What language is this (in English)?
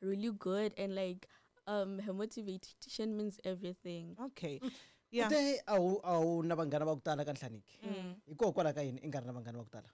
Tsonga